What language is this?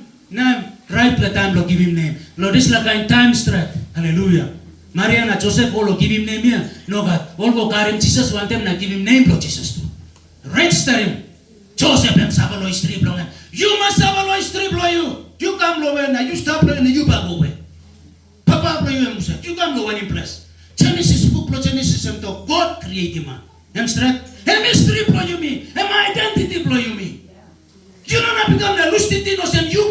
Tok Pisin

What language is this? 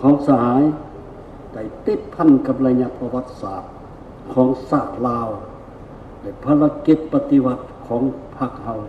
Lao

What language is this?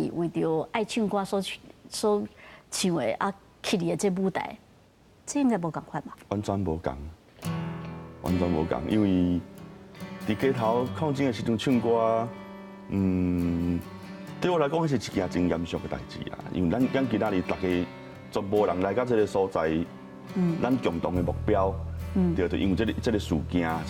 Min Nan Chinese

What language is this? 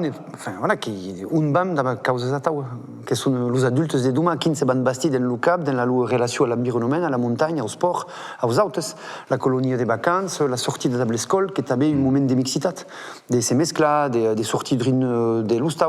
Occitan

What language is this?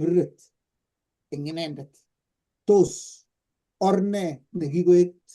Kalenjin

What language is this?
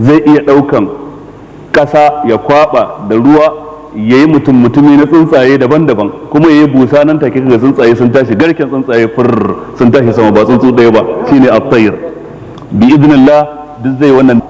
Hausa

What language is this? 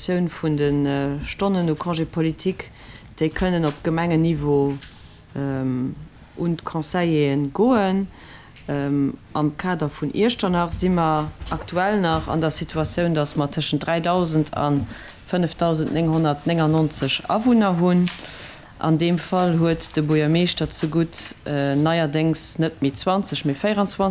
Luxembourgish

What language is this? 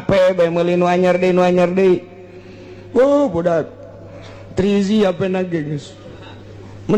Sundanese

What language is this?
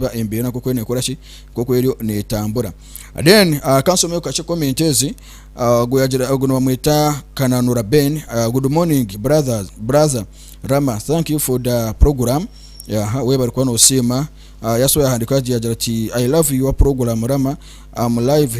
Nyankole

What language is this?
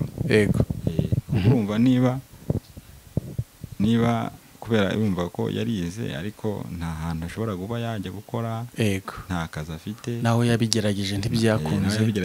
Kinyarwanda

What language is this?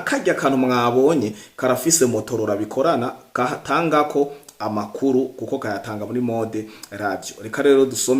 Rundi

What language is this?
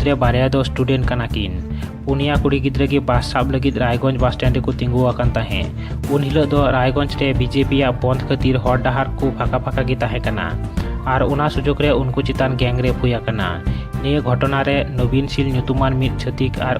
Santali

